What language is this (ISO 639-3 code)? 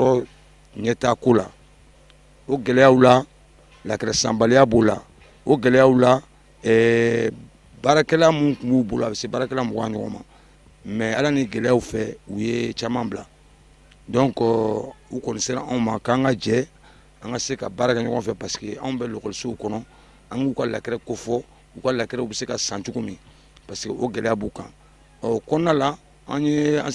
bam